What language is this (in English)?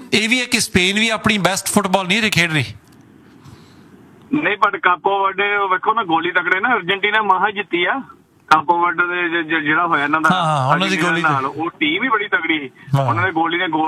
Punjabi